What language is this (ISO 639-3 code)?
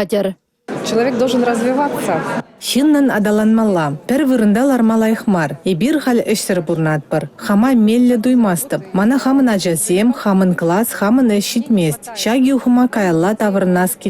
chv